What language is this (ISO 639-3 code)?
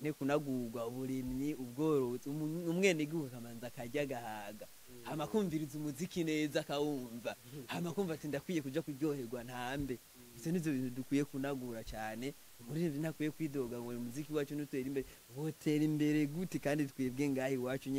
run